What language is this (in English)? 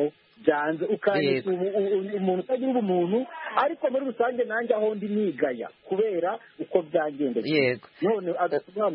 Kinyarwanda